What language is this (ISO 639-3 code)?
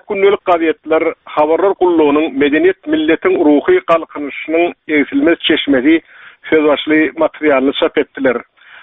tuk